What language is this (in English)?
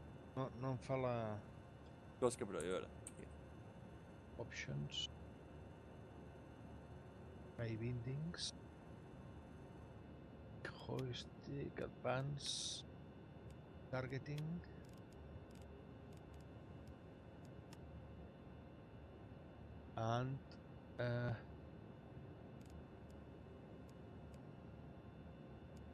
Catalan